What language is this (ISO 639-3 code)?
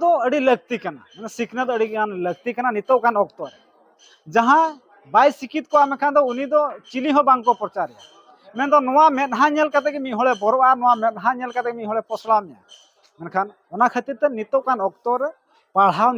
sat